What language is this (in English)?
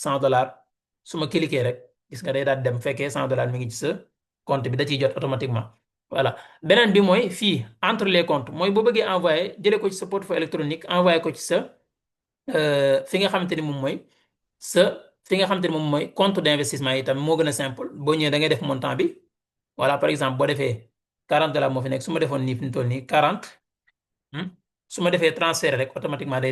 Wolof